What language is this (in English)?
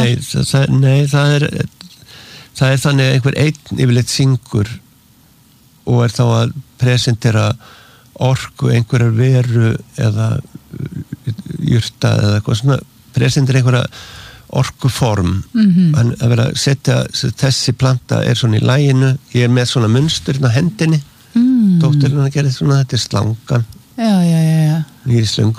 Icelandic